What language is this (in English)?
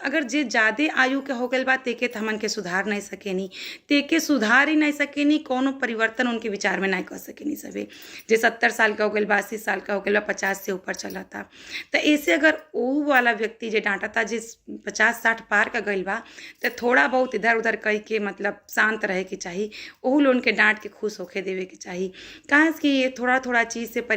Bhojpuri